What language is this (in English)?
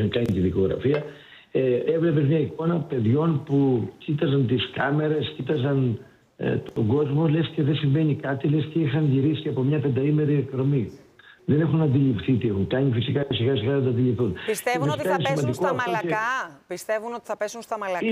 Greek